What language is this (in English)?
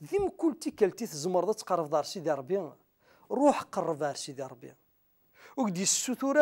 Kabyle